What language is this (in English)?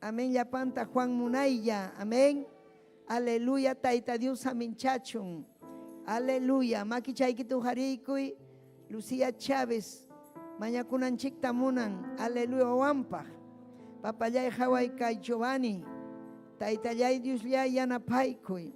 Ayacucho Quechua